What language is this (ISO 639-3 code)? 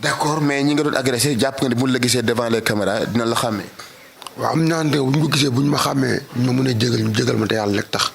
wol